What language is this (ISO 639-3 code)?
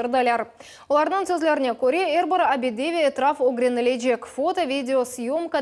crh